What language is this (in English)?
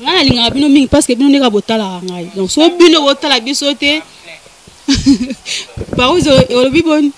Lingala